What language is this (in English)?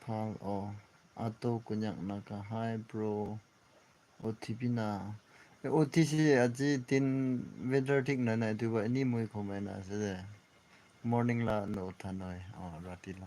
Naga Pidgin